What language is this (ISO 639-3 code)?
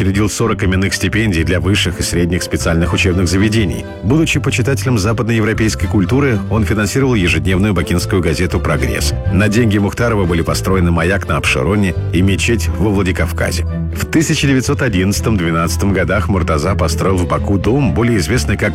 rus